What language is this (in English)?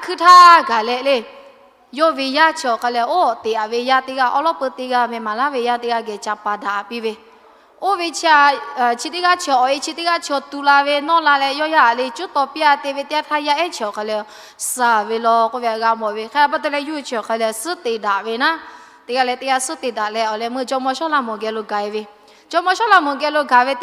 Lahu